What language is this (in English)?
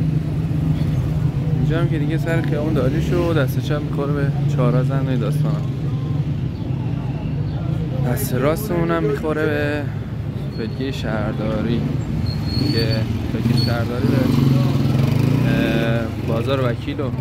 Persian